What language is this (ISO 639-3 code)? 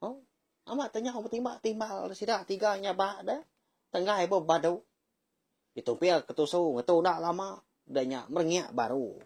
iba